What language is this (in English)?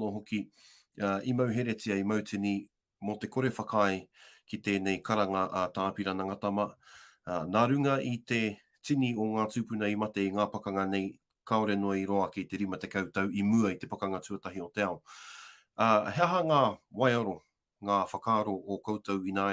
Māori